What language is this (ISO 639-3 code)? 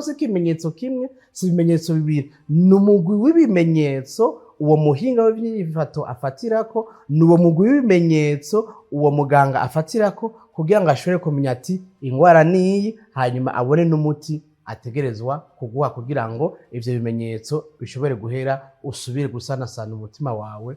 run